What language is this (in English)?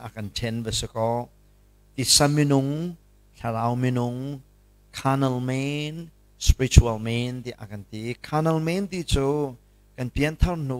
Hakha Chin